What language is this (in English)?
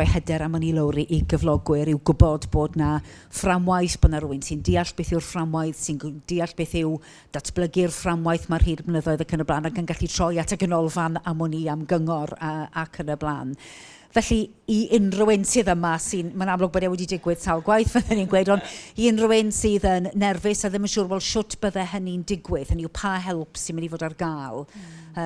Welsh